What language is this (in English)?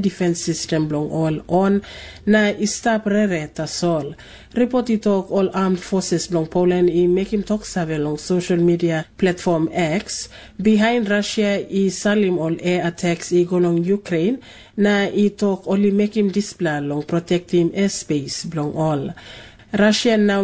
Tok Pisin